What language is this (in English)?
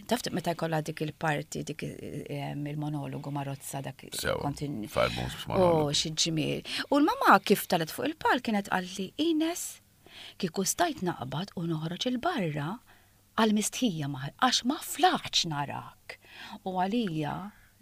Maltese